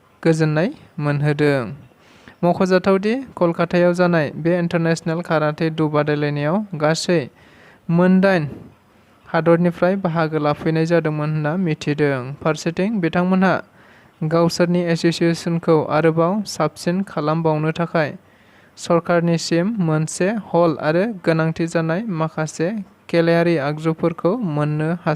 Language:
Bodo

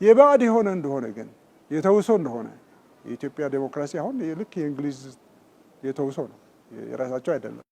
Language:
Amharic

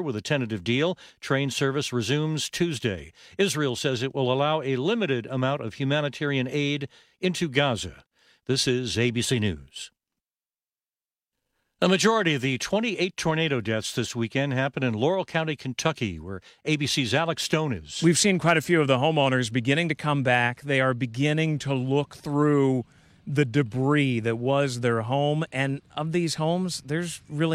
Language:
English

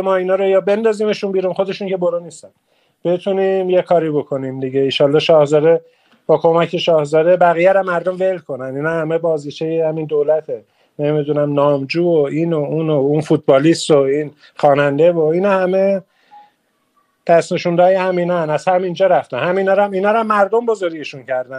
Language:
Persian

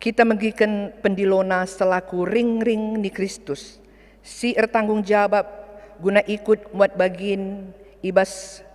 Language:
Batak Karo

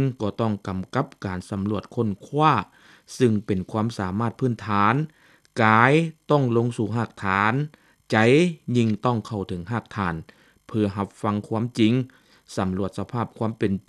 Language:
Lao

